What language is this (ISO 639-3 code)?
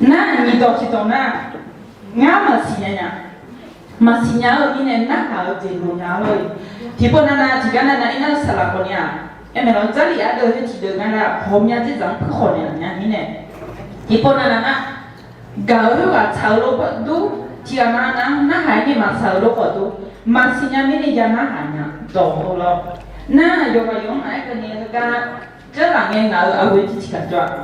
ahk